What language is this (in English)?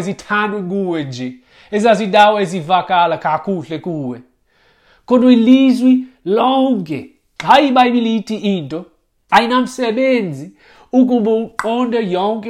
Xhosa